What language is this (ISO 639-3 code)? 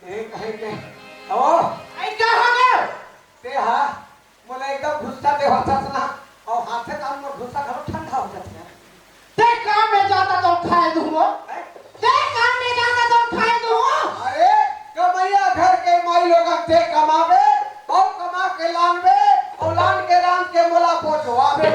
hne